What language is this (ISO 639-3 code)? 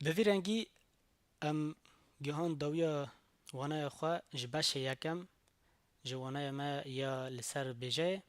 kur